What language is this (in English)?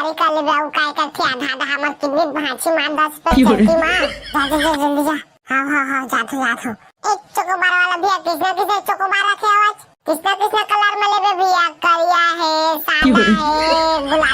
Chhattisgarhi